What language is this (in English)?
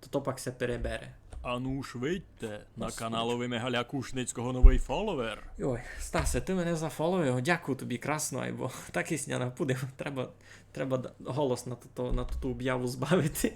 Rusyn